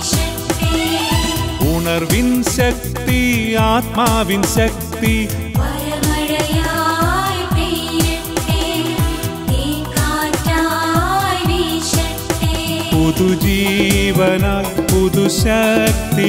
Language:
Malayalam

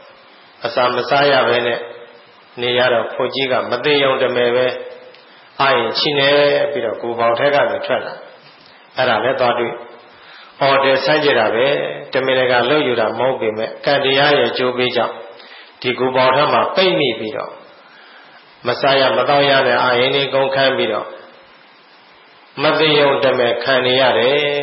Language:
Burmese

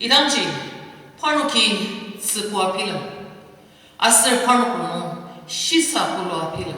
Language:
Ao Naga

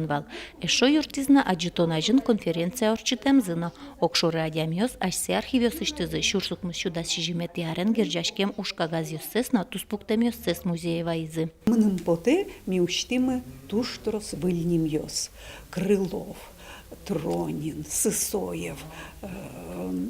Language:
Udmurt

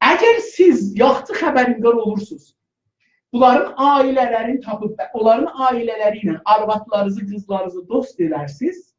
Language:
South Azerbaijani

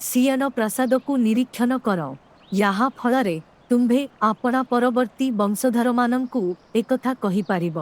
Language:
Odia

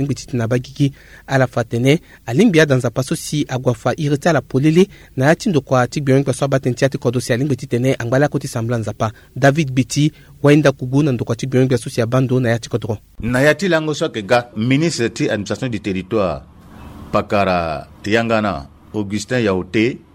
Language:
Sango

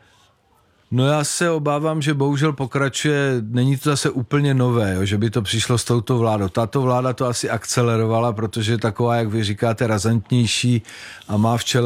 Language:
Czech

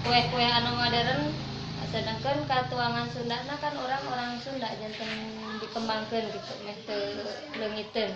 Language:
Sundanese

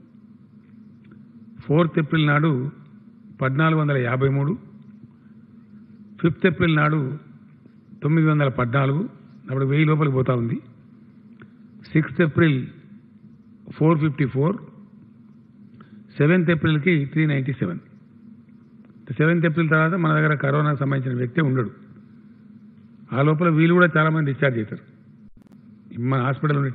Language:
Telugu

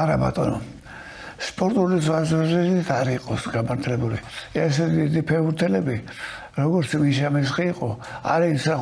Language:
Georgian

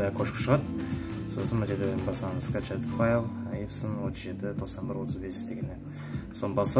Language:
Kazakh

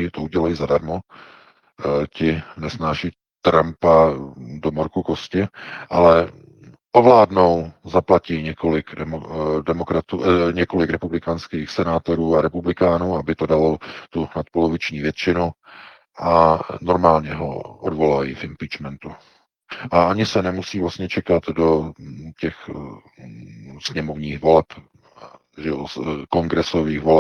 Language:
Czech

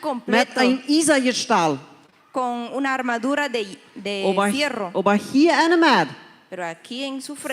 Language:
Plautdietsch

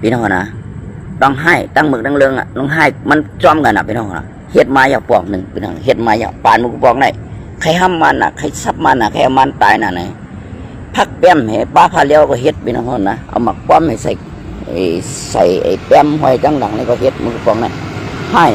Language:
Shan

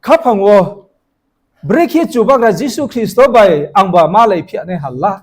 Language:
Riang (India)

